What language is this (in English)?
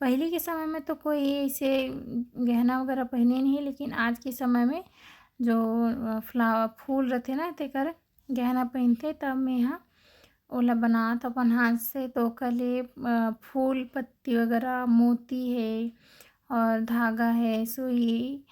Chhattisgarhi